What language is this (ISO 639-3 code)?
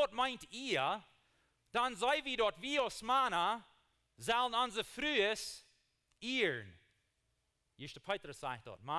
pdt